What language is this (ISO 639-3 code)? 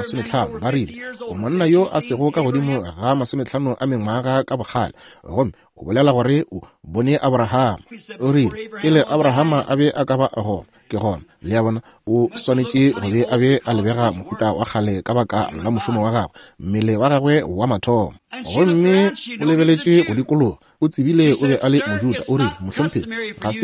nso